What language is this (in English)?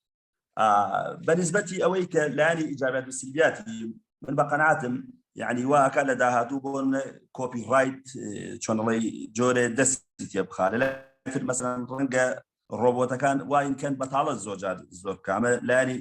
Central Kurdish